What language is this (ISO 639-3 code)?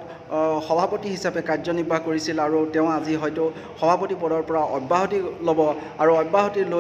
asm